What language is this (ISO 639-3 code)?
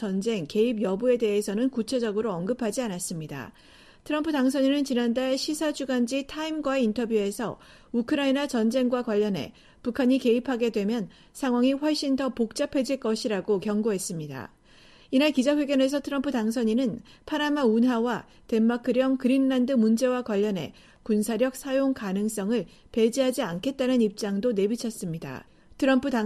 kor